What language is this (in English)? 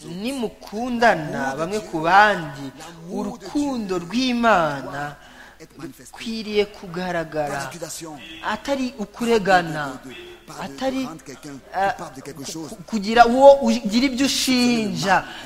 Kinyarwanda